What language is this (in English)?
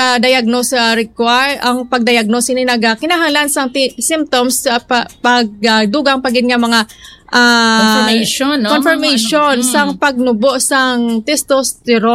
Hiligaynon